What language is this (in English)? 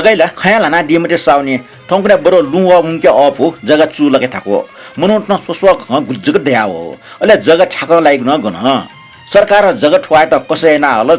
Newari